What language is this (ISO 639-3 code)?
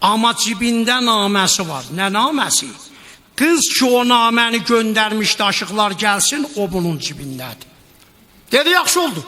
azb